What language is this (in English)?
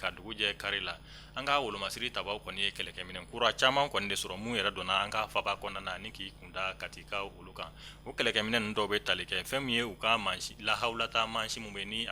Bambara